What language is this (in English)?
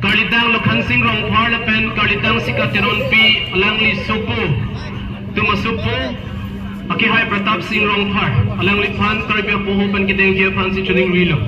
Karbi